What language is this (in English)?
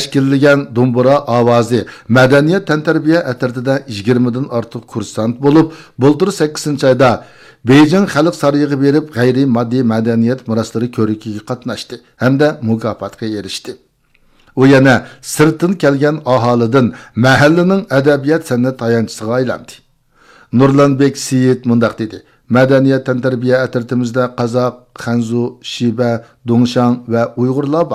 Uyghur